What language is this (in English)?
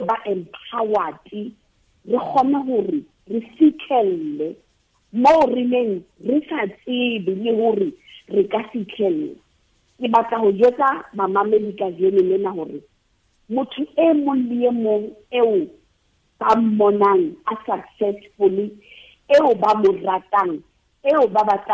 Southern Sotho